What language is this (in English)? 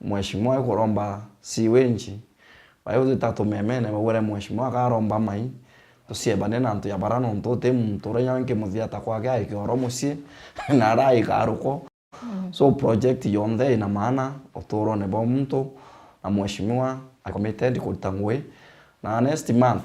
Meru